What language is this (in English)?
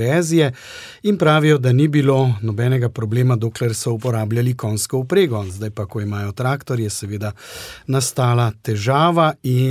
Slovenian